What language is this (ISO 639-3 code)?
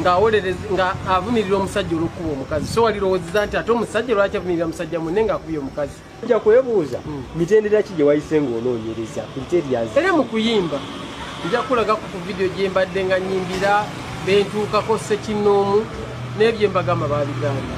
lug